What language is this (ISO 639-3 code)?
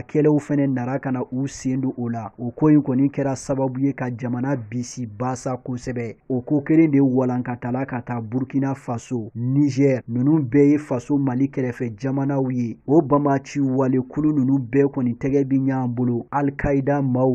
bam